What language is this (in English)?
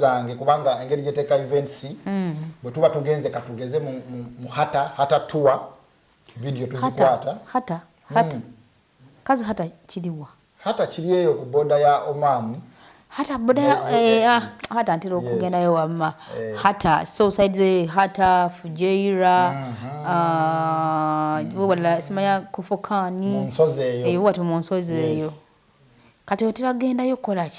Ganda